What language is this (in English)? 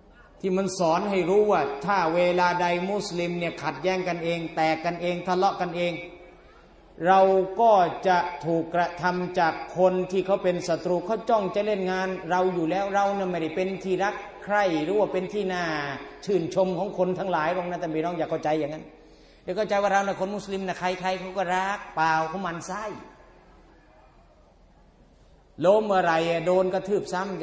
Thai